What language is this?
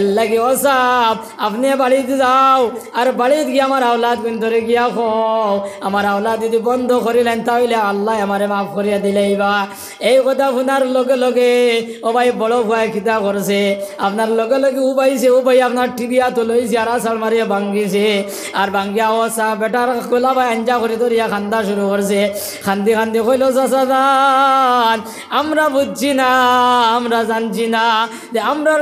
Sylheti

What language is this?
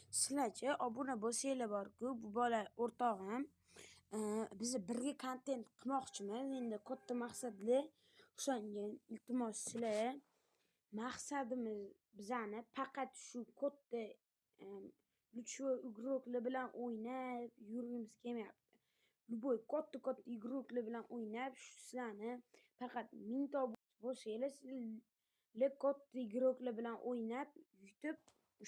Uzbek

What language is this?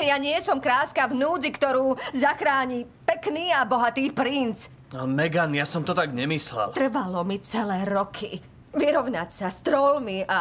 Slovak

